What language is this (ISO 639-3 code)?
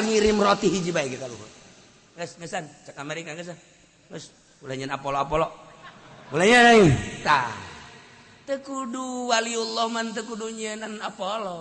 sun